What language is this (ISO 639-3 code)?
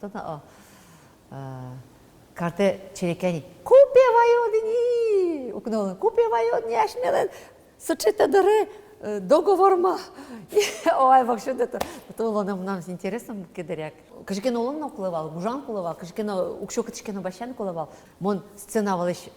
udm